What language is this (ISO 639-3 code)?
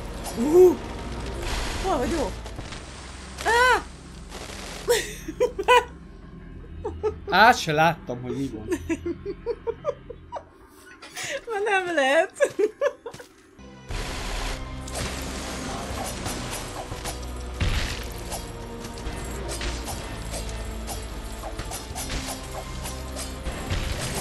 hun